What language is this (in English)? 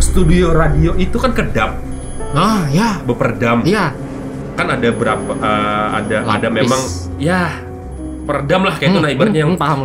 Banjar